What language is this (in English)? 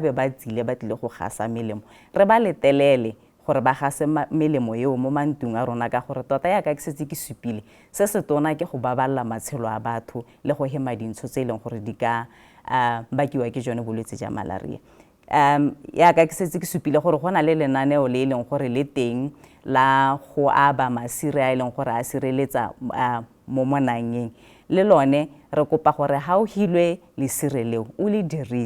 Tswana